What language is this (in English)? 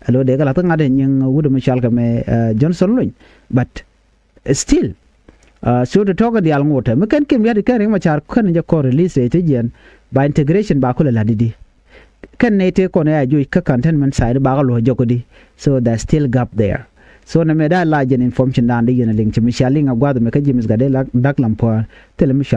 Nuer